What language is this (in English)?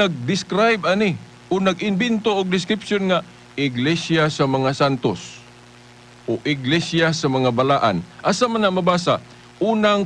Cebuano